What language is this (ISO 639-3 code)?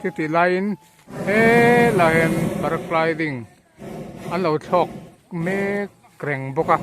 lus